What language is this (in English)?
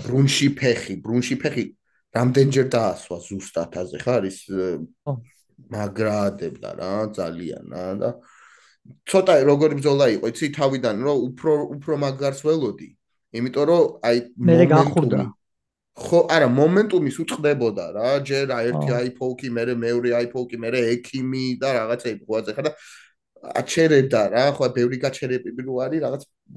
Georgian